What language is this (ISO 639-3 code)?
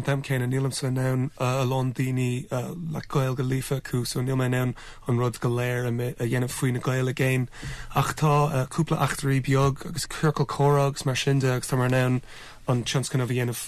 gle